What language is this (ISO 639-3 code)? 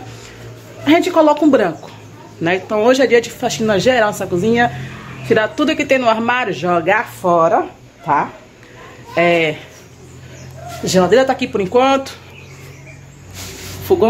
por